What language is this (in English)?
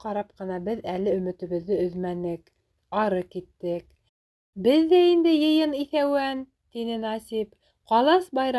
Bashkir